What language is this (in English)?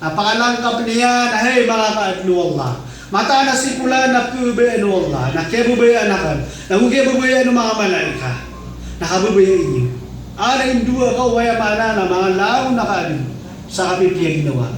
Maranao